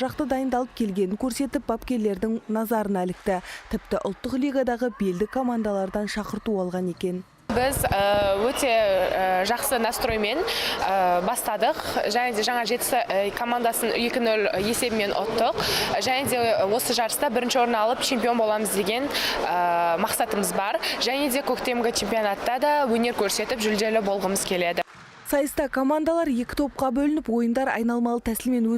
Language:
Kazakh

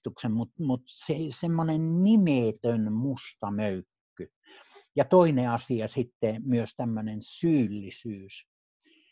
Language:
Finnish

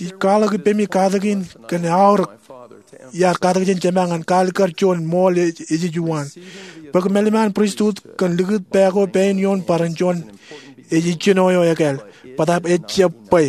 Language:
Marshallese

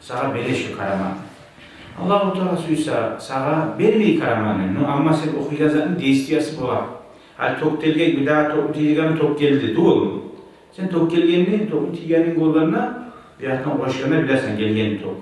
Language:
Kumyk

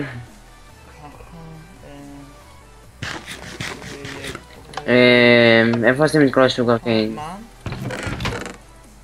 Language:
Hebrew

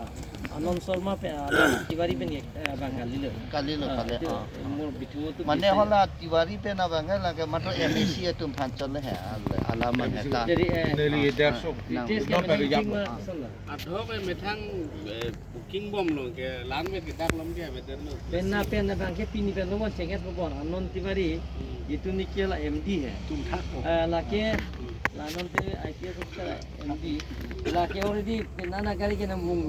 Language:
Karbi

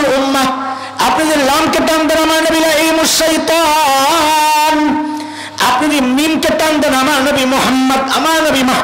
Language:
Bangla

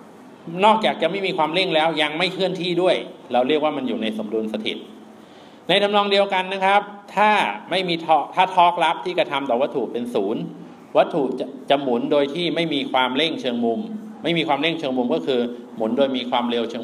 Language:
Thai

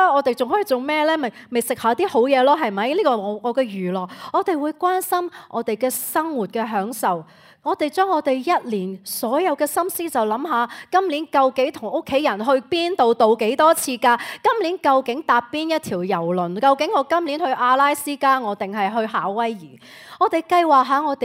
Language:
Cantonese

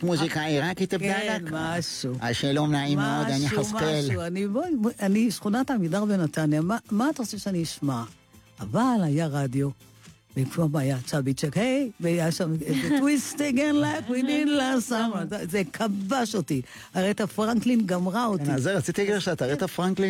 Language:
Hebrew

